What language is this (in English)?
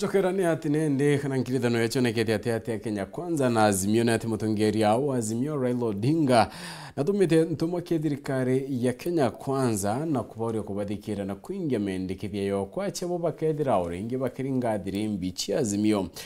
Meru